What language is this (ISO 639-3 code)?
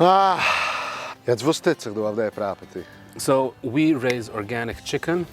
yid